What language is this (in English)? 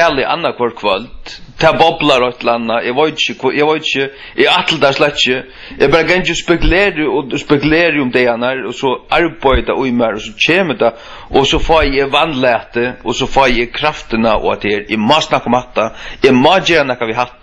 Faroese